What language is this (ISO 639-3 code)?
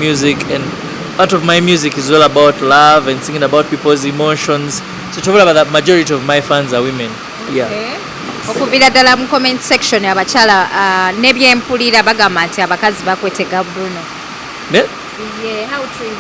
lug